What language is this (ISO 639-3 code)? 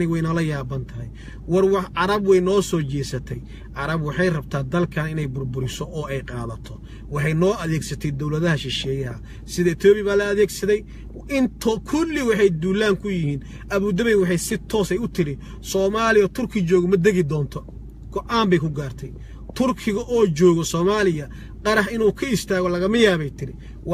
som